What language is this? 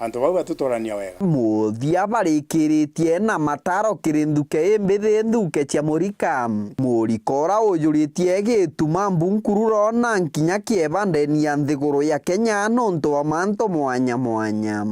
Meru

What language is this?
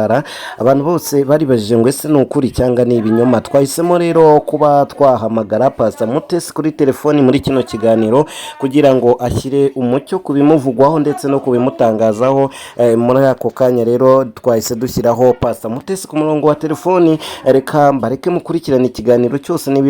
Kinyarwanda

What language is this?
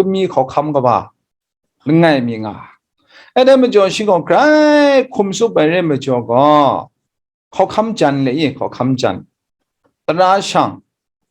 Kachin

